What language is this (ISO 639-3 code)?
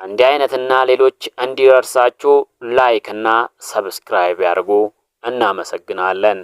amh